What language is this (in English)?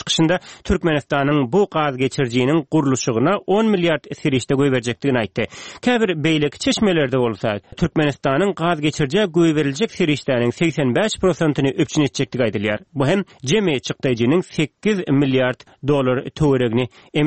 Turkmen